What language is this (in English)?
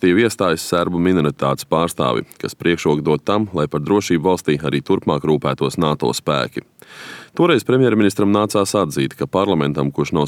Latvian